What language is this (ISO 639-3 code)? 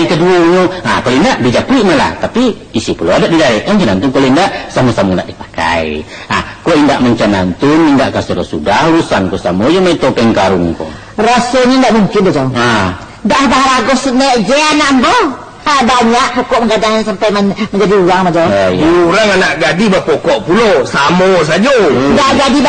min